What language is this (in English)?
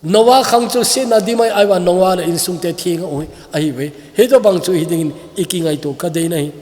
Thado Chin